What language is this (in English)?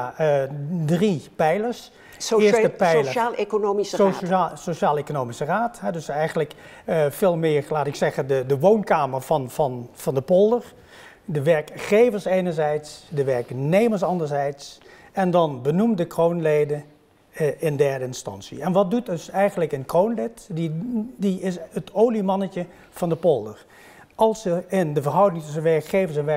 Dutch